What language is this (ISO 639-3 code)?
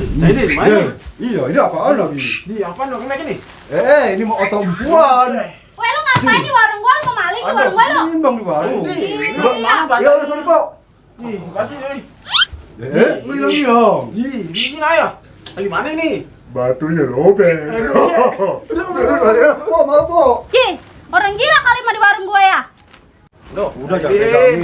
bew